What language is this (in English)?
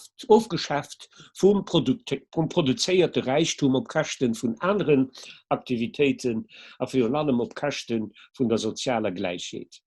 Luxembourgish